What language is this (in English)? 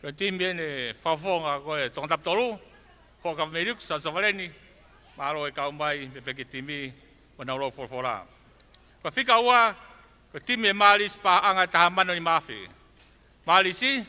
Tongan